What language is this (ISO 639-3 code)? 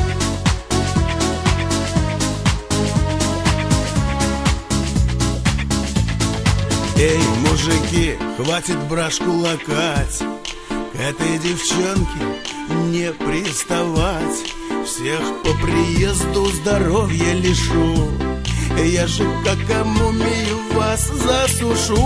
rus